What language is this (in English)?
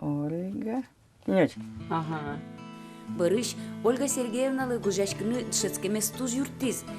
Udmurt